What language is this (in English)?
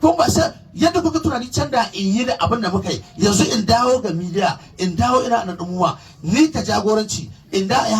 Hausa